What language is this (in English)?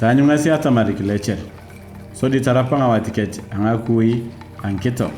Turkana